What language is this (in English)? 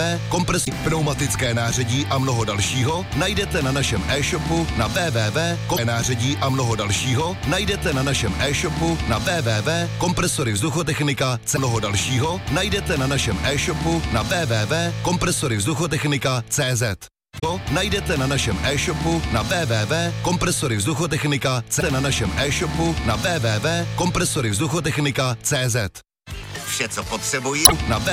Czech